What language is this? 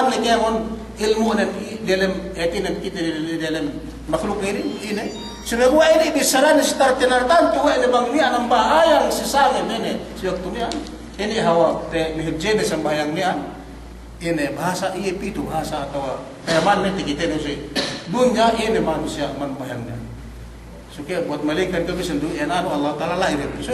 Yakan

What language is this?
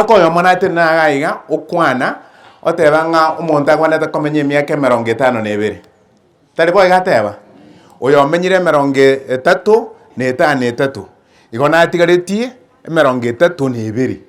Gusii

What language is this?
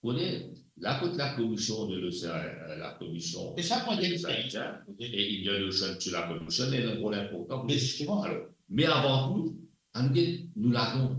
Morisyen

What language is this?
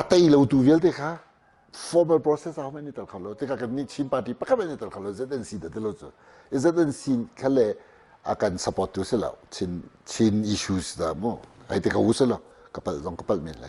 Hakha Chin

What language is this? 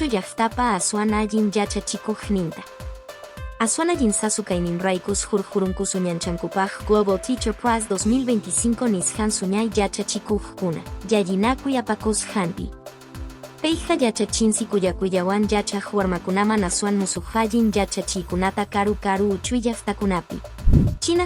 Quechua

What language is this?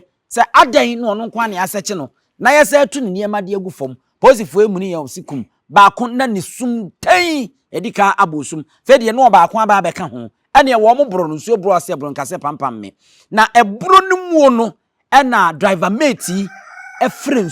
Akan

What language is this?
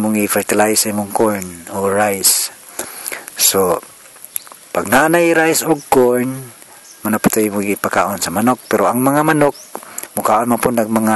Cebuano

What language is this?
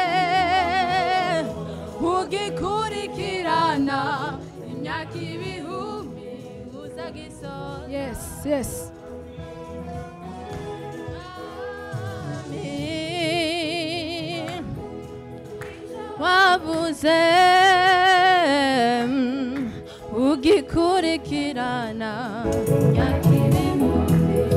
Kinyarwanda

